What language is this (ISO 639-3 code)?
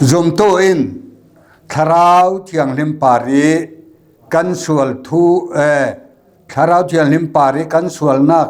cfm